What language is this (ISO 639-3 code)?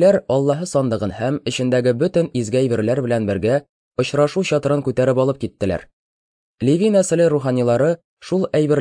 tat